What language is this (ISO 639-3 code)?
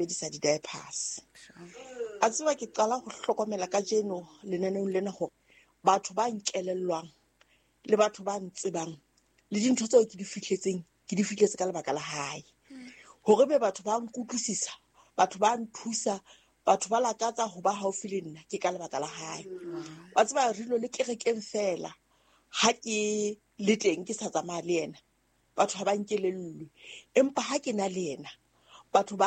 sot